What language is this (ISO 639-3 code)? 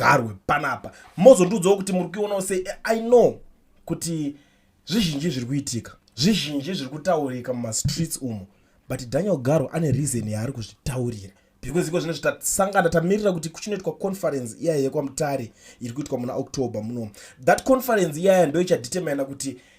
sna